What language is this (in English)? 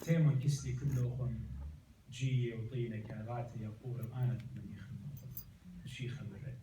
Assyrian Neo-Aramaic